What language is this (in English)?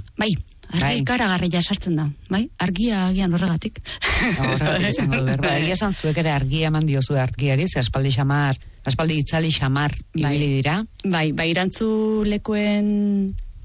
Basque